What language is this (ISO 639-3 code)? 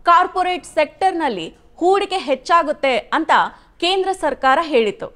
kan